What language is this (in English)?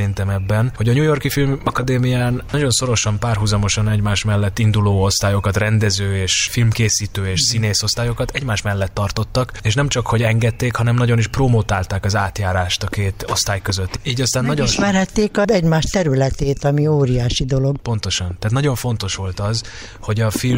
Hungarian